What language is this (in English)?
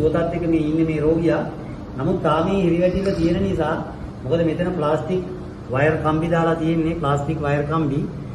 Sinhala